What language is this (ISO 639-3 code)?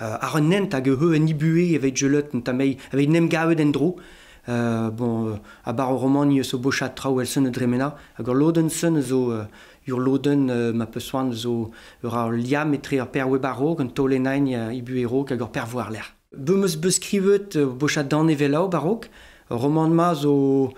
bre